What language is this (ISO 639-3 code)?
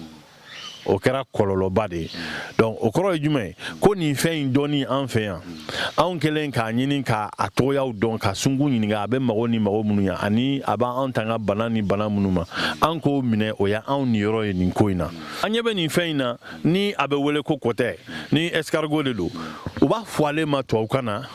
bam